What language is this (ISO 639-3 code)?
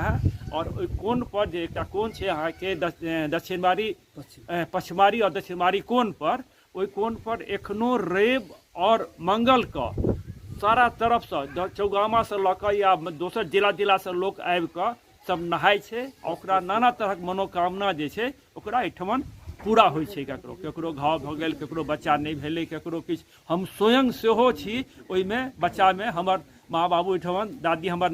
mai